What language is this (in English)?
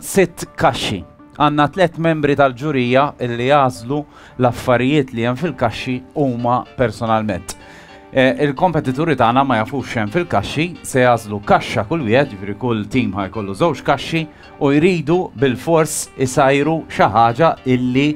Maltese